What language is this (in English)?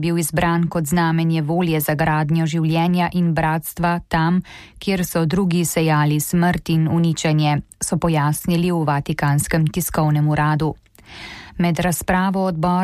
Slovenian